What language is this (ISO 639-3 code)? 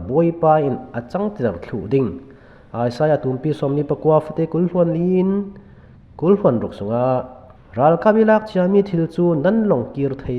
cfm